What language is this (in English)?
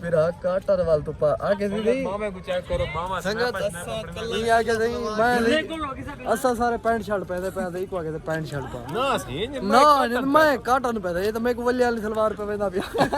Saraiki